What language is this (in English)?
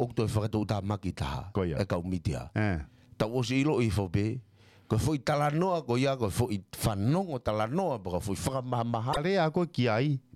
Tongan